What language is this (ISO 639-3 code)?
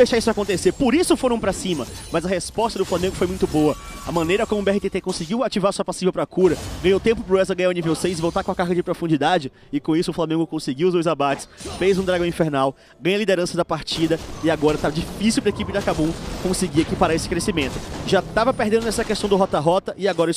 por